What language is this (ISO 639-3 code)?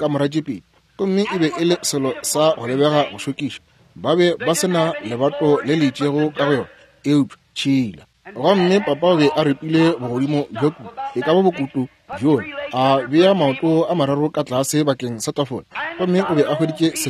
nso